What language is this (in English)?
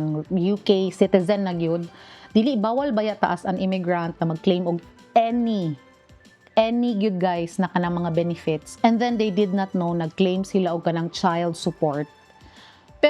Cebuano